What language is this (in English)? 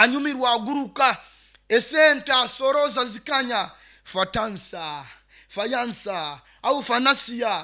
Nyoro